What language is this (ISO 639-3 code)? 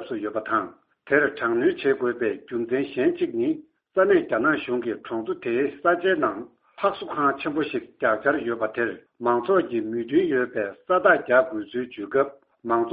bod